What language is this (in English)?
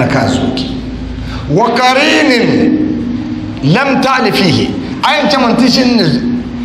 Dagbani